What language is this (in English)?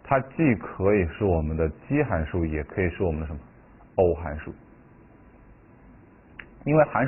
Chinese